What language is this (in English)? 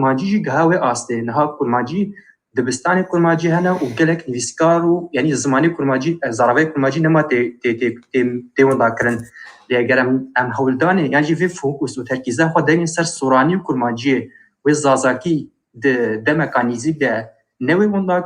Kurdish